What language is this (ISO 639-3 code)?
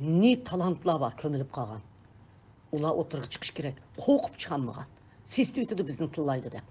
uig